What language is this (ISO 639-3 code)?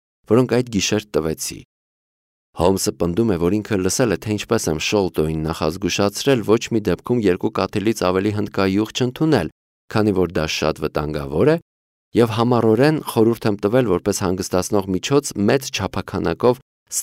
hye